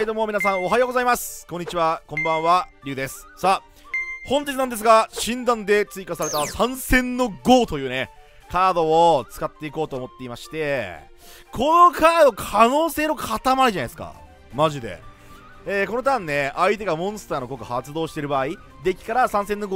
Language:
Japanese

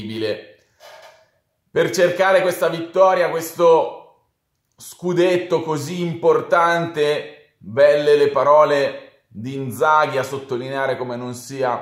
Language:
Italian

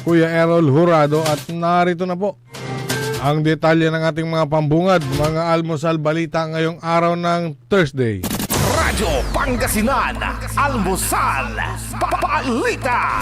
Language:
Pangasinan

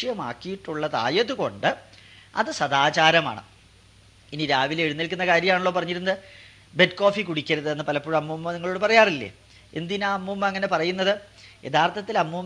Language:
Malayalam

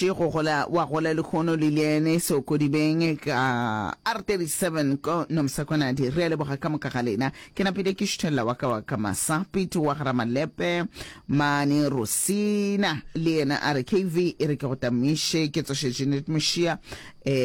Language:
Northern Sotho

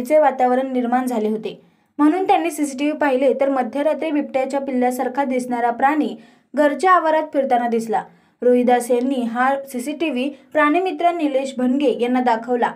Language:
Marathi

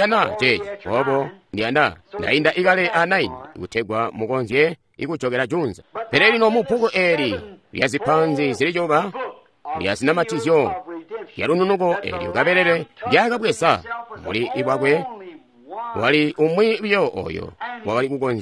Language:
Tonga (Zambia)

